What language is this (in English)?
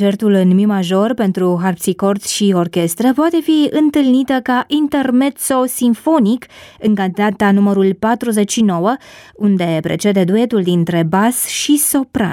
Romanian